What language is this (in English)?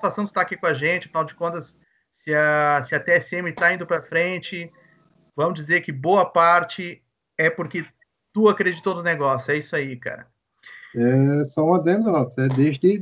Portuguese